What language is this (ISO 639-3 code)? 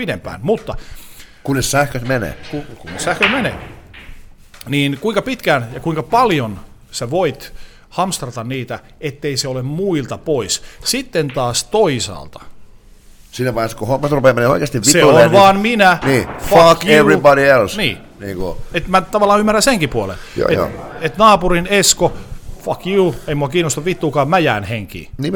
fin